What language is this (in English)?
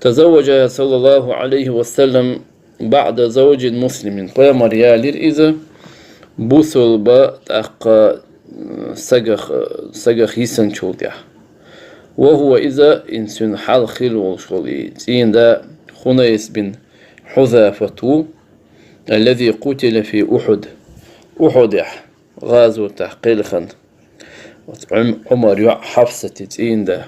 Chechen